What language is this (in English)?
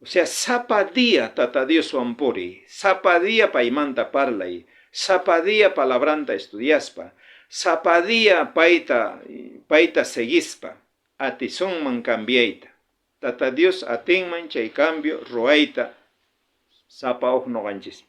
South Bolivian Quechua